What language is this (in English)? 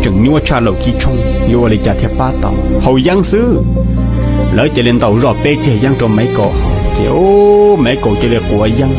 Hmong